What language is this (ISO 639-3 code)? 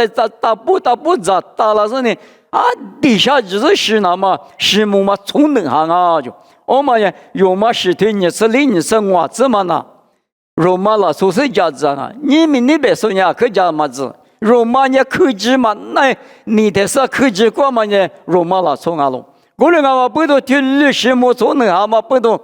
lis